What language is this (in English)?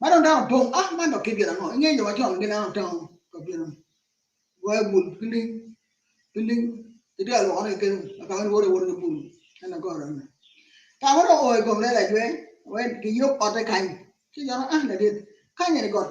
Acoli